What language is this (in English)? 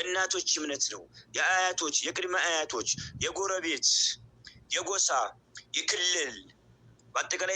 Amharic